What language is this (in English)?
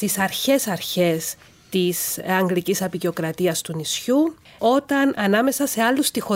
Greek